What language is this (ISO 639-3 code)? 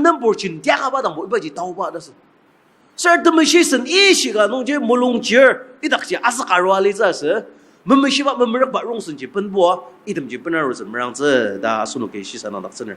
njo